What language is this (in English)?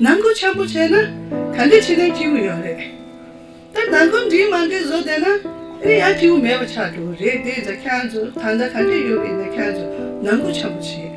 Tibetan